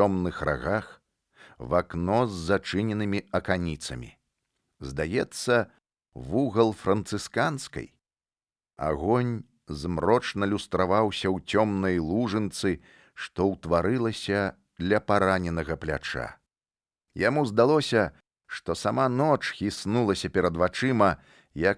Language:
Belarusian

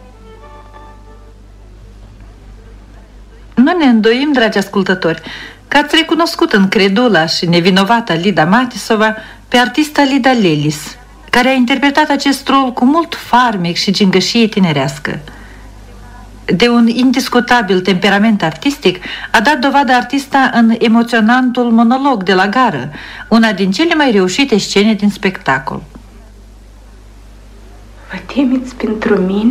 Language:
Romanian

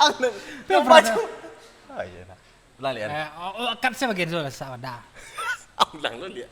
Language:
Minangkabau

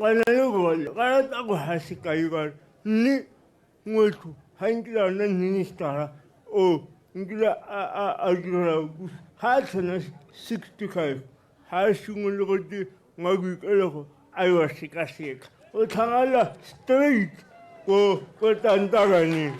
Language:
Tswana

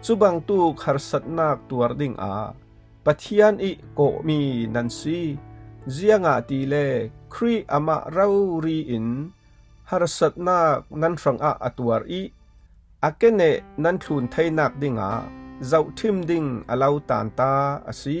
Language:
Falam Chin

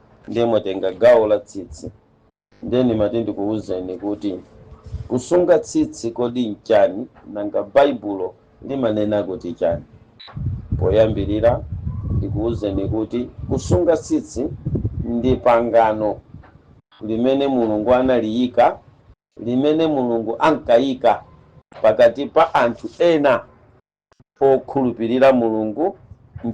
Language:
Nyanja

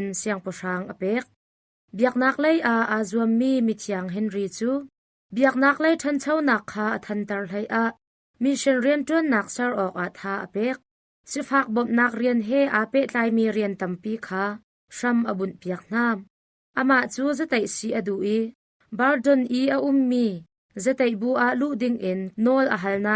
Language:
Hakha Chin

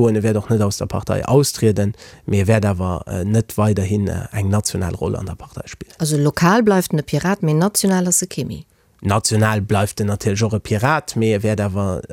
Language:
Luxembourgish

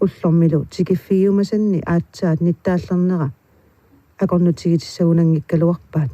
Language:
Kalaallisut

